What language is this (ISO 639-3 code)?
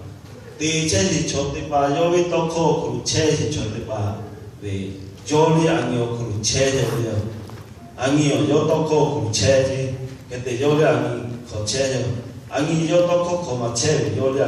lhu